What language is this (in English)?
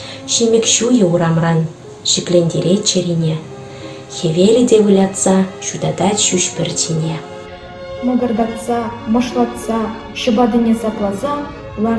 Chuvash